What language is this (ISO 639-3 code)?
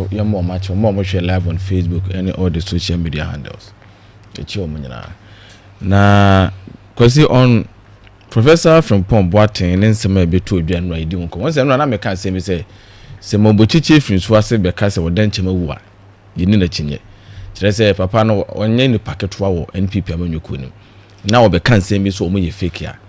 aka